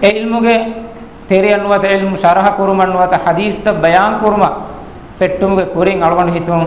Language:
Divehi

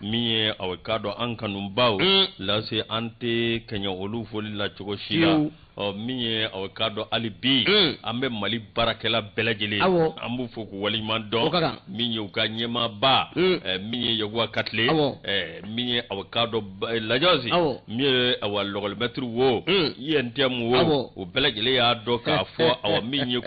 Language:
Bambara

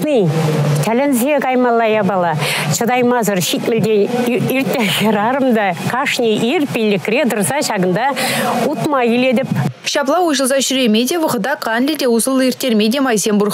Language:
Chuvash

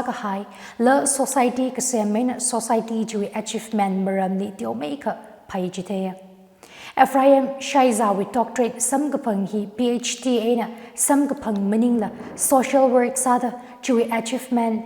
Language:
Tangkhul Naga (India)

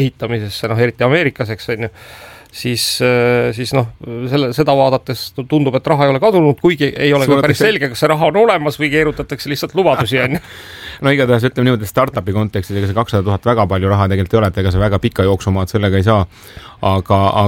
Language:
Estonian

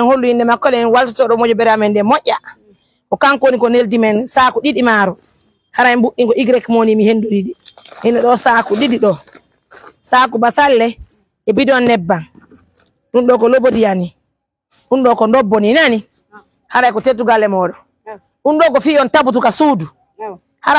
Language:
Pular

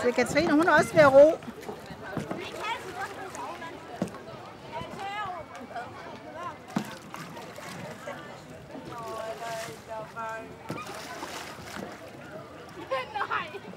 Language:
Danish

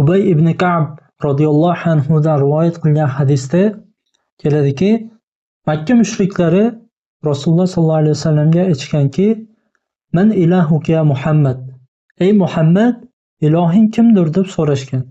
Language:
Uzbek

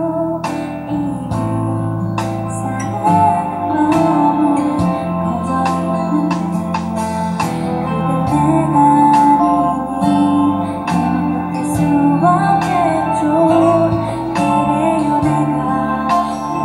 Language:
Korean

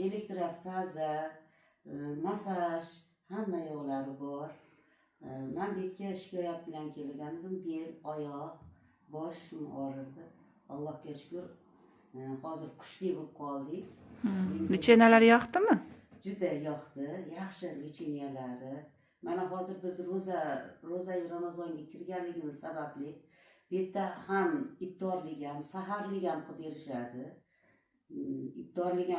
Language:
Uzbek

